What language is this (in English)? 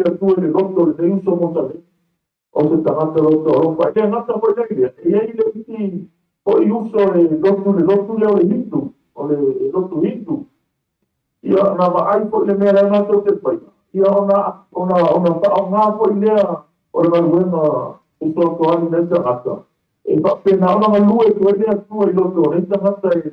Samoan